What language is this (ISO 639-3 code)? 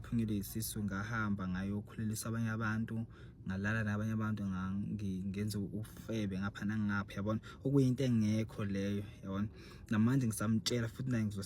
zul